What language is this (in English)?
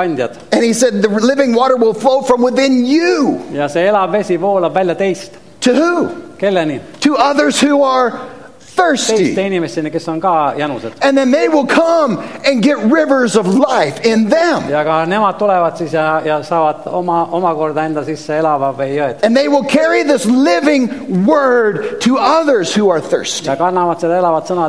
Estonian